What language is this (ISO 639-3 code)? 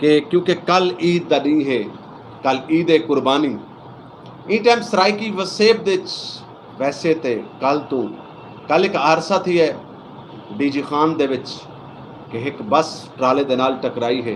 skr